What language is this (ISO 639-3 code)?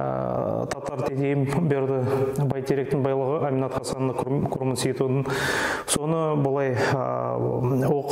nog